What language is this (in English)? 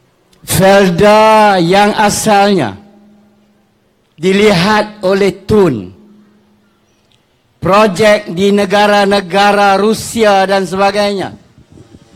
Malay